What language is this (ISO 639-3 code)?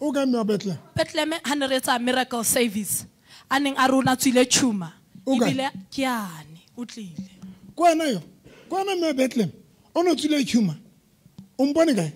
sot